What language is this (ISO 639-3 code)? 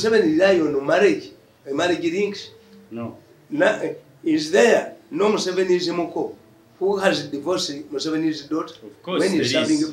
lug